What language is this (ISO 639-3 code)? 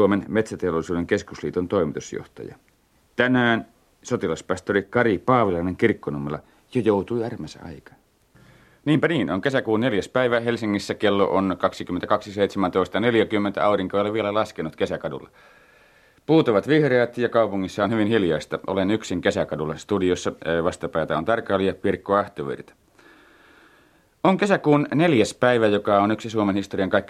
fin